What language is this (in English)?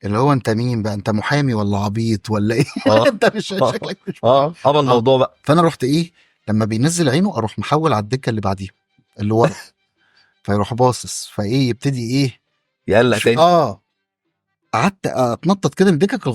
Egyptian Arabic